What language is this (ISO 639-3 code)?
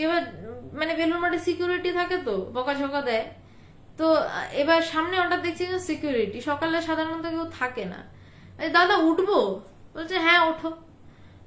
ben